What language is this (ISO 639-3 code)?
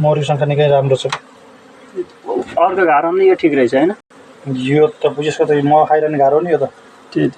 nep